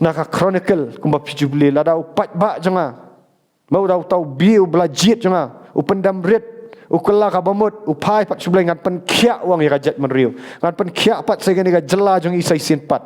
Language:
Khasi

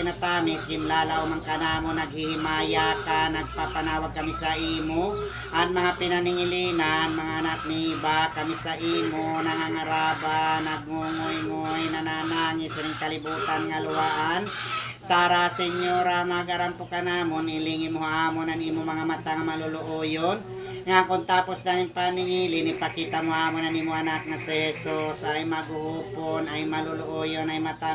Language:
Waray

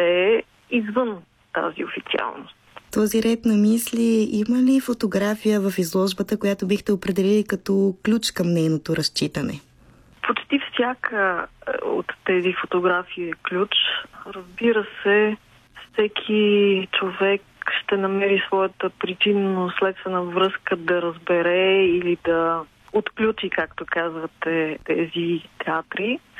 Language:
Bulgarian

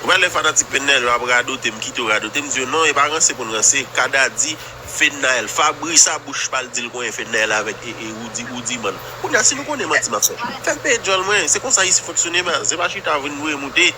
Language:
Haitian Creole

